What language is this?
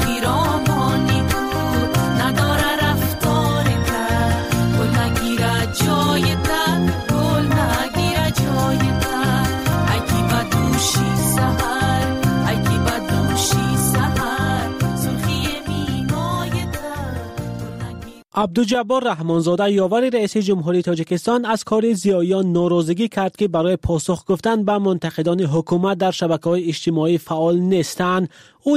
Persian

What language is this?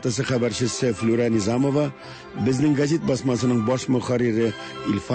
Tatar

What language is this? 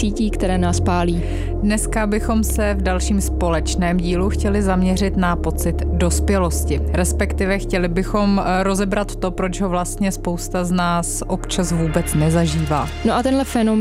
Czech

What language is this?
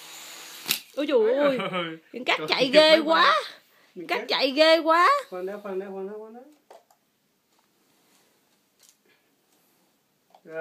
Vietnamese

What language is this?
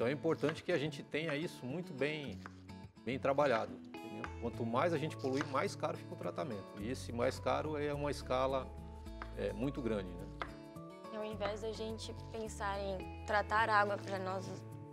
Portuguese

